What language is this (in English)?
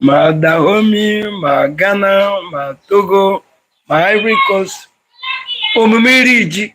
Igbo